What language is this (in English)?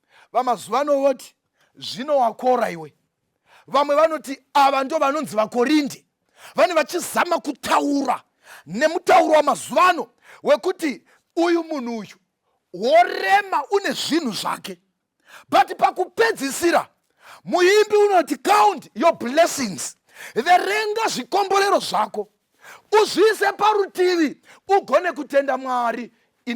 Shona